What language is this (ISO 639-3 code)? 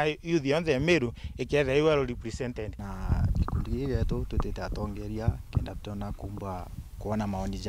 mer